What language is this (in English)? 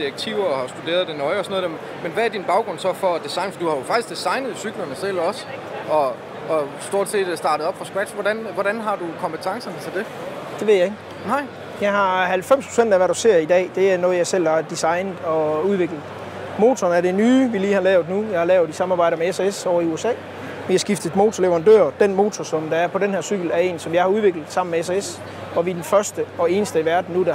Danish